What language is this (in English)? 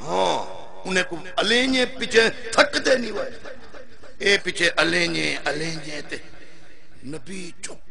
Saraiki